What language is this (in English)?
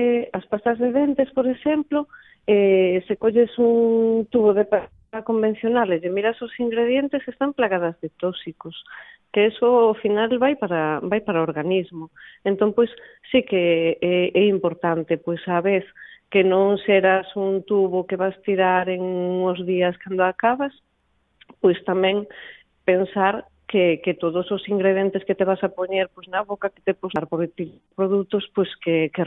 Galician